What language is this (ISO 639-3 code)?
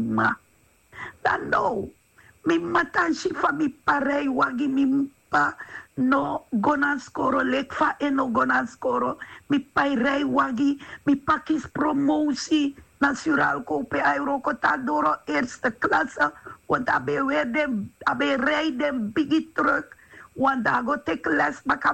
srn